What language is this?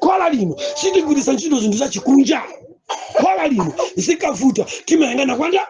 Nyanja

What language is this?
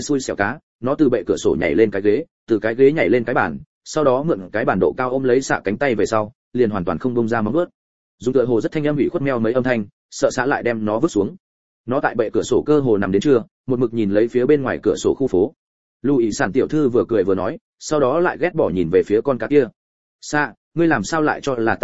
Vietnamese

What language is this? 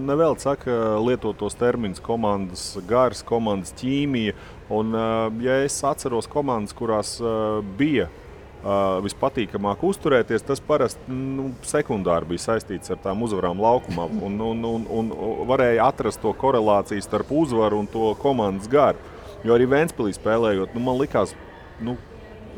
Latvian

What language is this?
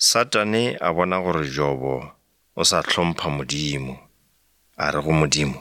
Northern Sotho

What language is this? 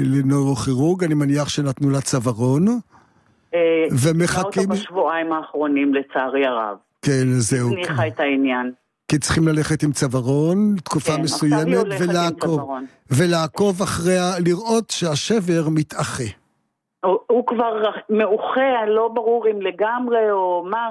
Hebrew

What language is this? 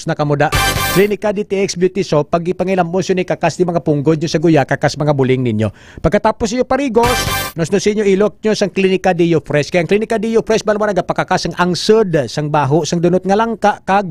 Hiligaynon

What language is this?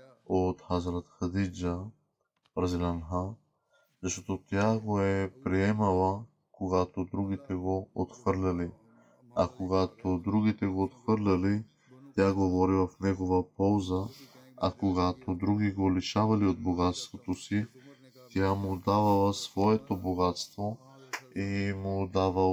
Bulgarian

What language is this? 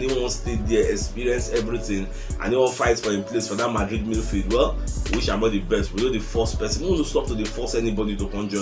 Nigerian Pidgin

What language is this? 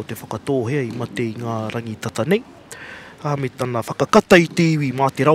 Māori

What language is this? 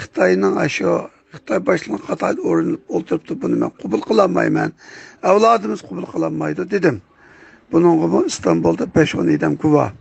Uyghur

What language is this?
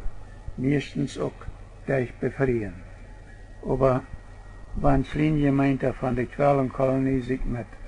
Plautdietsch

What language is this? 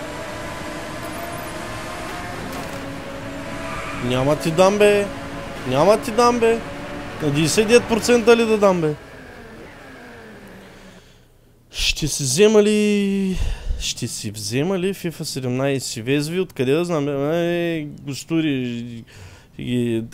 Bulgarian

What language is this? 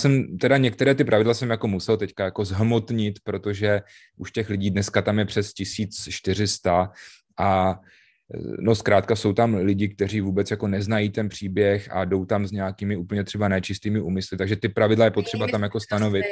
Czech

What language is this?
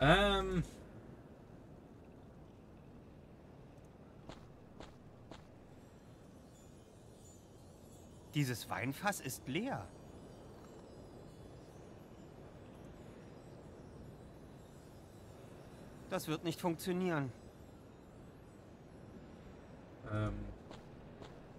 German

